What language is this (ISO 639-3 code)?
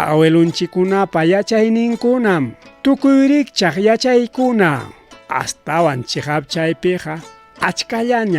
quy